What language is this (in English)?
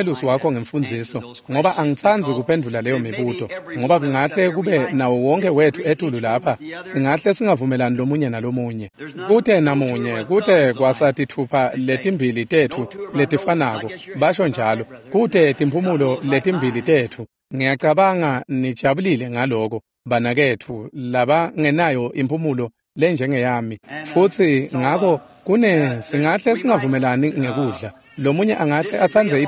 Swati